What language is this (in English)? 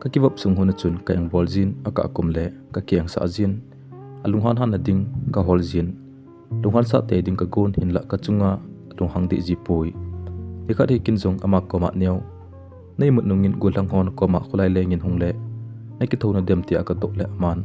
Thado Chin